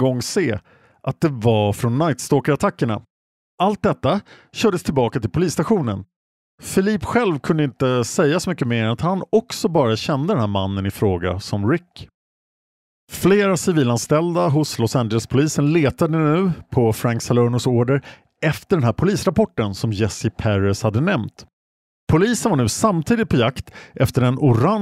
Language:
Swedish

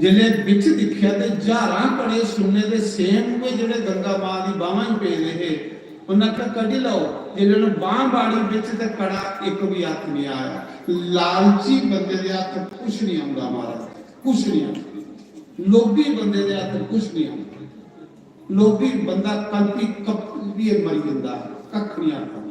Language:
Dogri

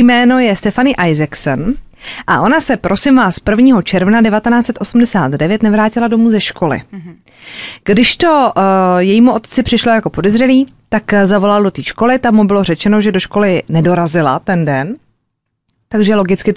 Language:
Czech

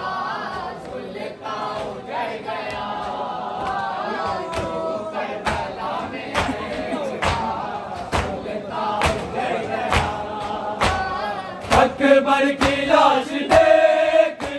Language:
Urdu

